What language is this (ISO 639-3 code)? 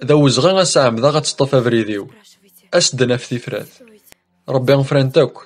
kab